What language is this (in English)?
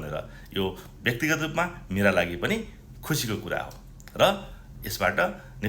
Nepali